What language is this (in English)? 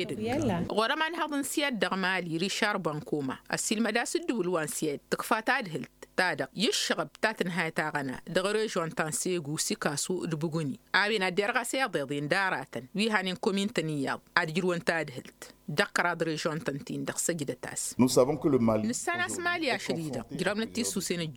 Tamasheq